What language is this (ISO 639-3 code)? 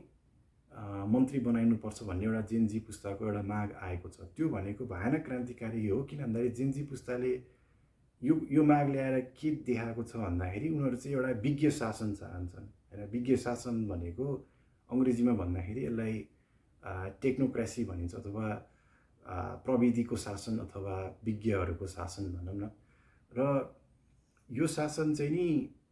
nep